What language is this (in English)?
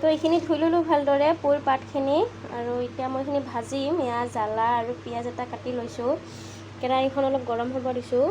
Assamese